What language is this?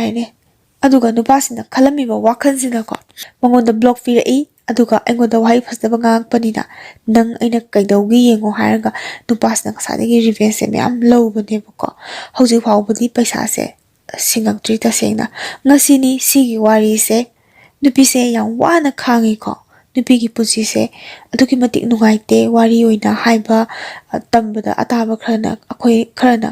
Manipuri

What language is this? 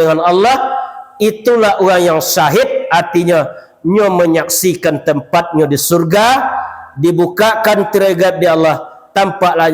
Minangkabau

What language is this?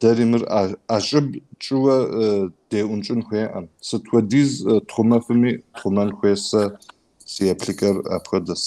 Kabardian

